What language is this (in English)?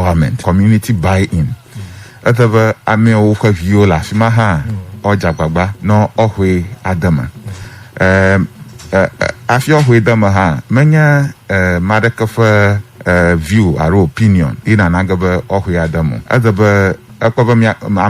Ewe